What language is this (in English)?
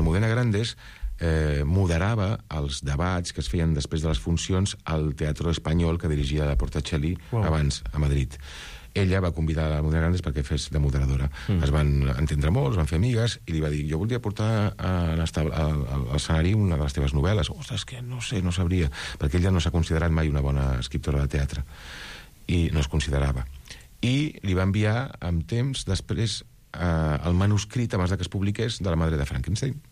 Catalan